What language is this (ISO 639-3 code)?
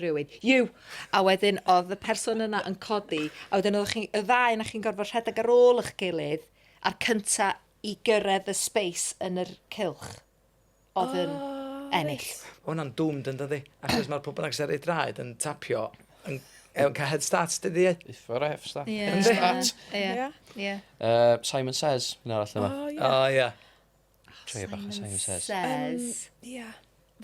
cym